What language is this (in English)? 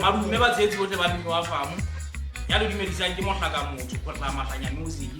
Southern Sotho